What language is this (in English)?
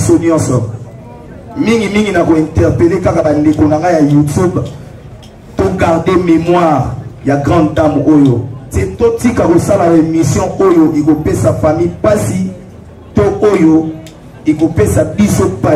Lingala